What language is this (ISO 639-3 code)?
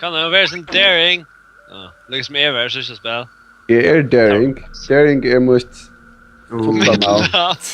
fao